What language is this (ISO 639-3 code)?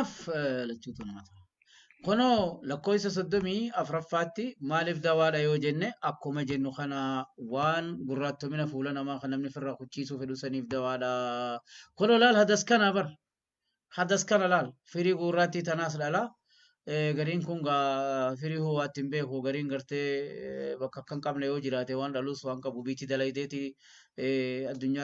orm